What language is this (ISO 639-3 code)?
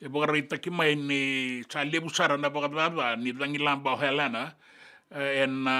fij